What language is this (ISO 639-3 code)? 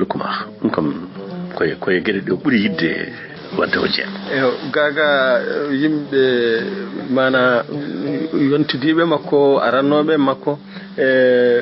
ful